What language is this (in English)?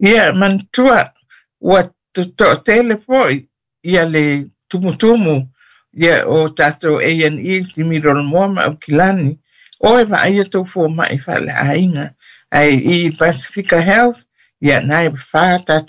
Samoan